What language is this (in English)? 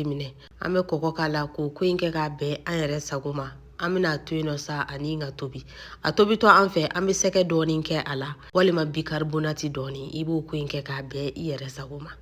Bambara